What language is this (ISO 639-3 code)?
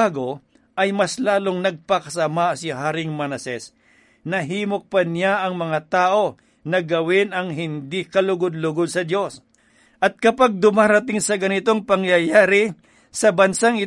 fil